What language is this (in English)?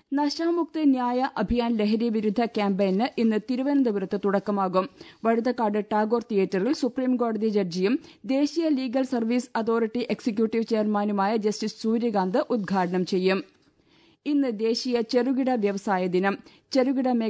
Malayalam